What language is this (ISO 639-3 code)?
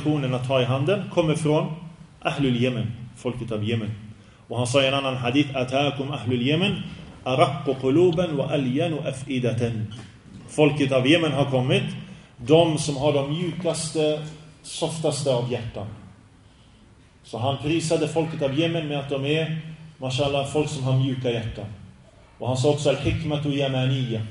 swe